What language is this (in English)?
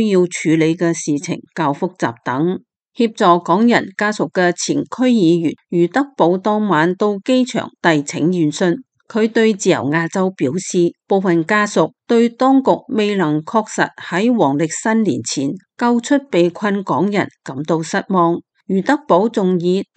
Cantonese